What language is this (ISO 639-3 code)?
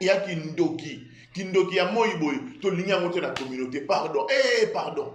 lin